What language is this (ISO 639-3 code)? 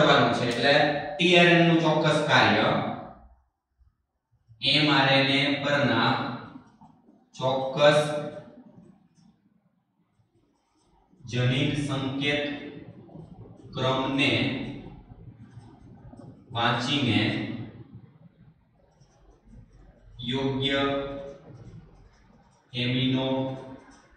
guj